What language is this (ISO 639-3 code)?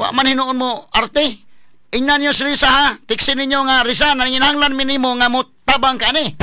ceb